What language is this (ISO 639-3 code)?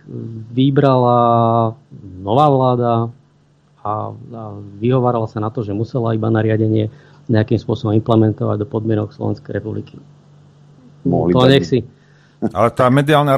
slk